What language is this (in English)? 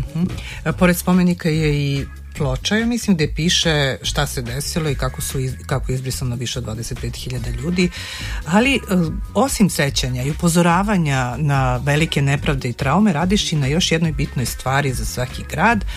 Serbian